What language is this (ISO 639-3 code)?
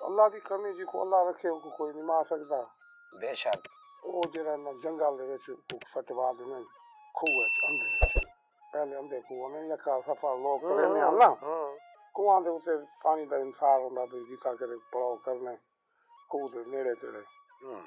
skr